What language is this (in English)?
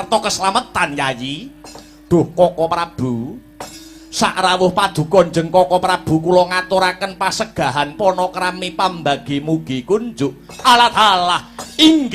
Javanese